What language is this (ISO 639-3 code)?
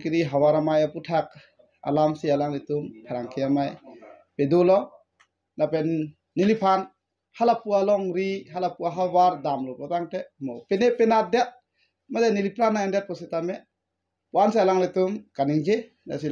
mjw